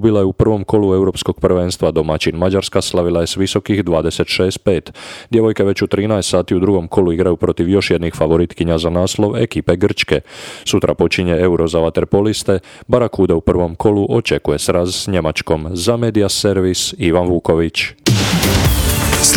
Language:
Croatian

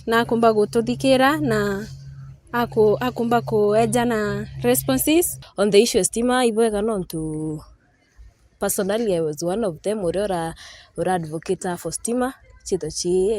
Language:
Meru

